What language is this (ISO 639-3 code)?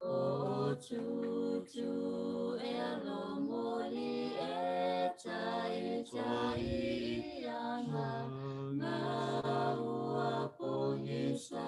smo